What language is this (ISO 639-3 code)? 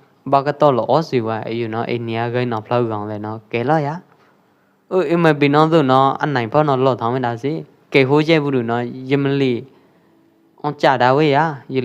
kjp